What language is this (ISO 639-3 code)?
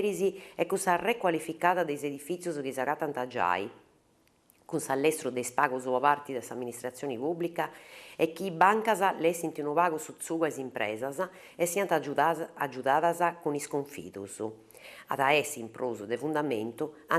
srd